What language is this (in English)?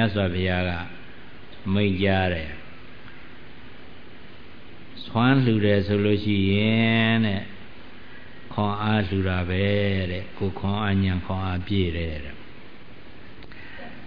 Burmese